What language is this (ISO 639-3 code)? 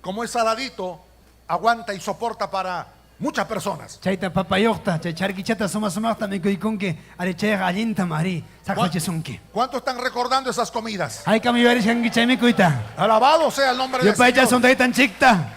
quy